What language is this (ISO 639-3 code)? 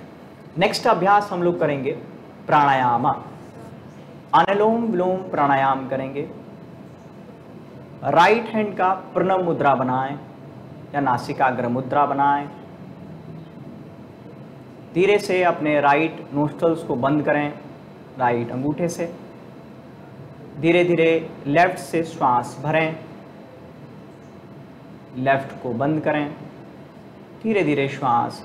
hin